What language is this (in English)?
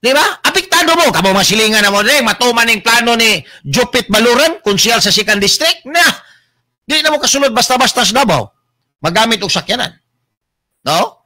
Cebuano